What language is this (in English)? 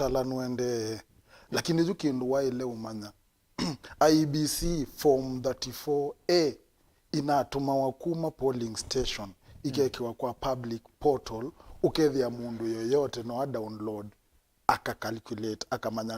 Kamba